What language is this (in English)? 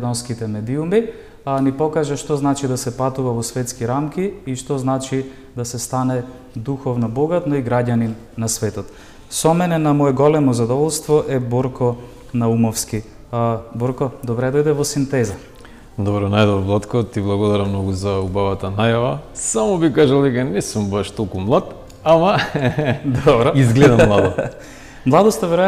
Macedonian